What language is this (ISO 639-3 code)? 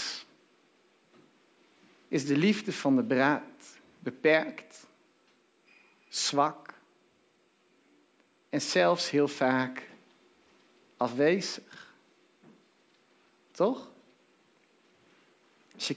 nld